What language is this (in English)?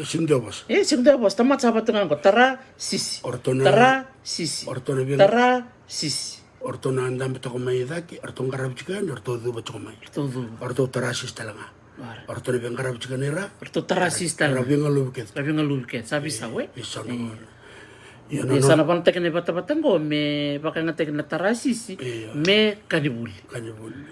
Fijian